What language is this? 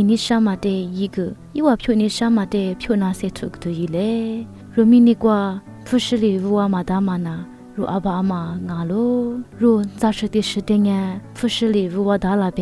Lisu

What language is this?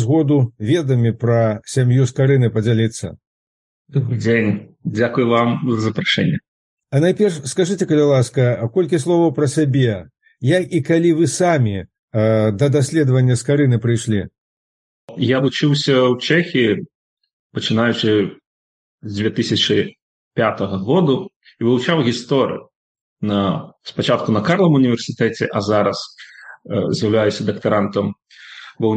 Belarusian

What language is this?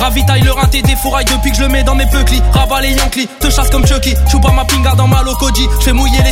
French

